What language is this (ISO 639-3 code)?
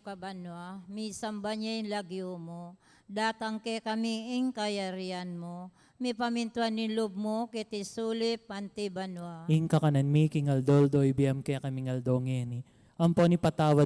pam